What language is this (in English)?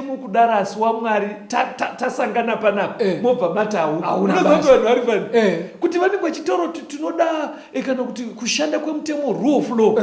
Shona